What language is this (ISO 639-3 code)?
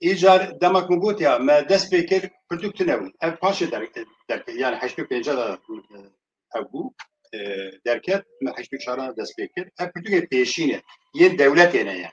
kur